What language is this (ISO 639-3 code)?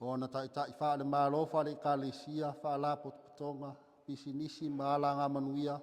smo